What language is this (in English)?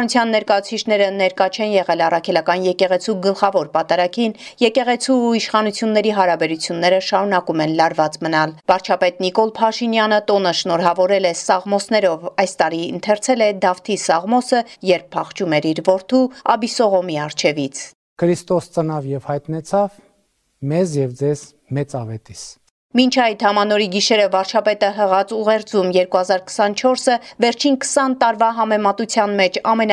Armenian